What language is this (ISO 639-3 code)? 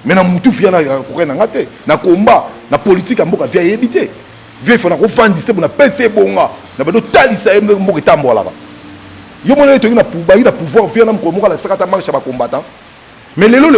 lin